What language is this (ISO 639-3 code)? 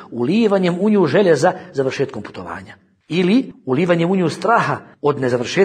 bos